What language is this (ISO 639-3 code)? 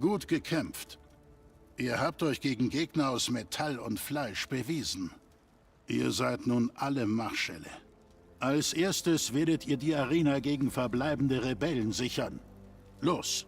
bar